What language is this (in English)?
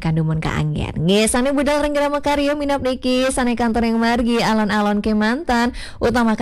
Balinese